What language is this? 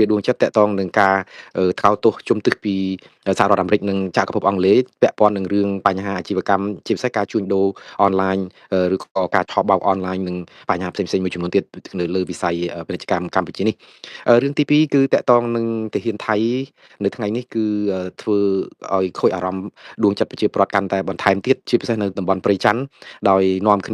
Khmer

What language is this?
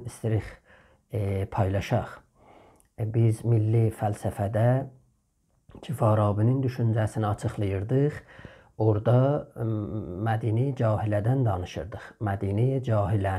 South Azerbaijani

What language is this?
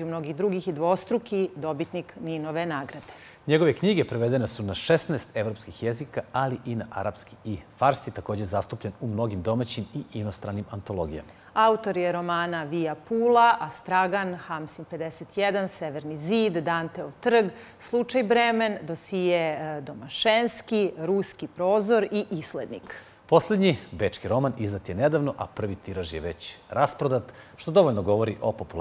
Serbian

